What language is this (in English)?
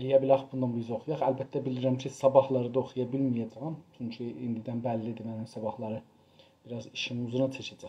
South Azerbaijani